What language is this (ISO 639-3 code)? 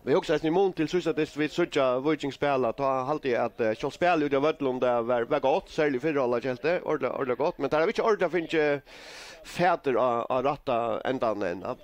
fao